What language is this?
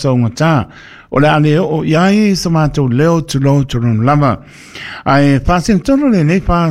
Samoan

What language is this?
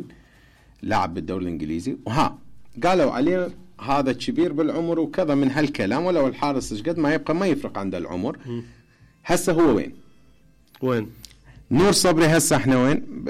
Mesopotamian Arabic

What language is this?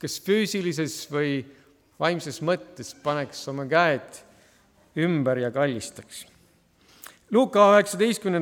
Estonian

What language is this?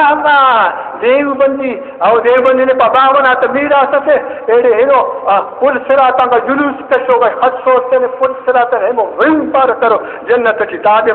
Brahui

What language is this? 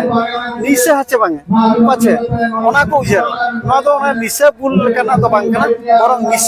Santali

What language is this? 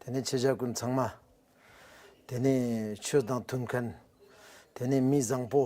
Ladakhi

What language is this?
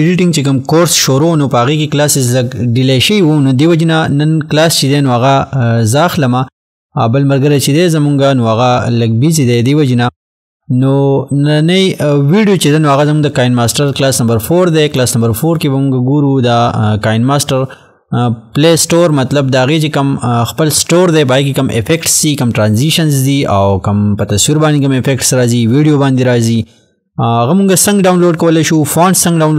Pashto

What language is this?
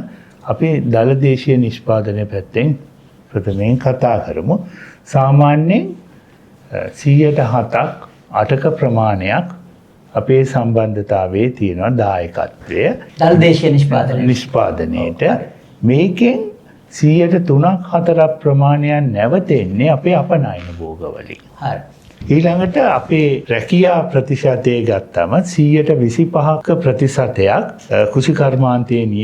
Sinhala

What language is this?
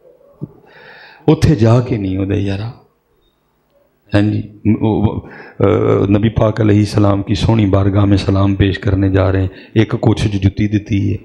Urdu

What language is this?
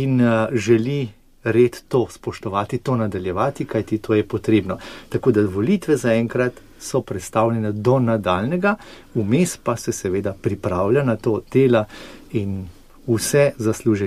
Slovenian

